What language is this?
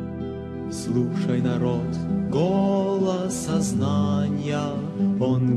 Russian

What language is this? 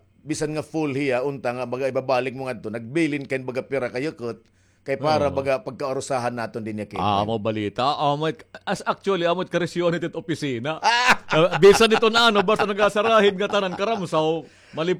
Waray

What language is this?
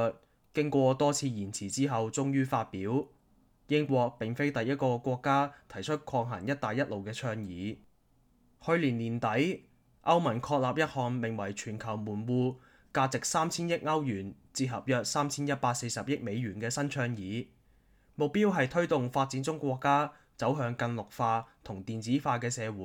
Cantonese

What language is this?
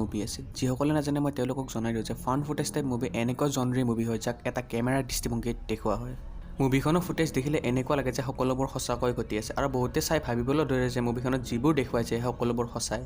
Assamese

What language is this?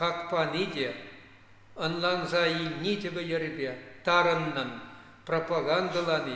Chuvash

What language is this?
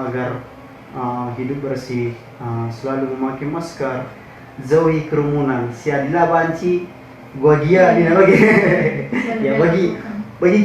Batak Karo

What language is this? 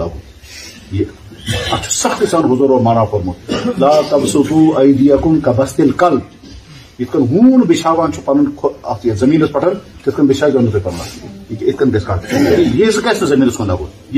Kashmiri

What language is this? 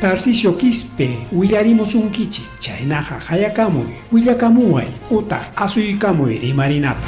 Ayacucho Quechua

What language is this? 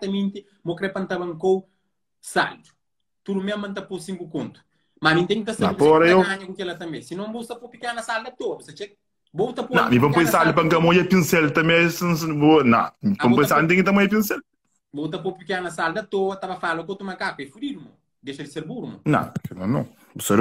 Kabuverdianu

